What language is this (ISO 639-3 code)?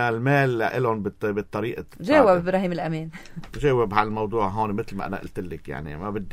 apc